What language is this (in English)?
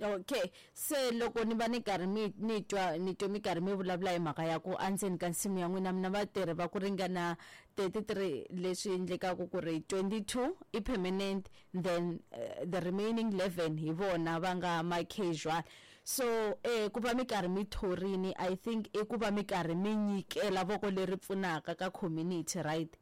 Tsonga